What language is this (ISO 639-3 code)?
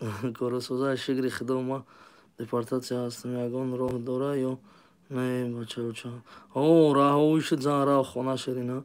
tgk